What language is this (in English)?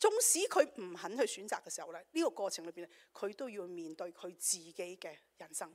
Cantonese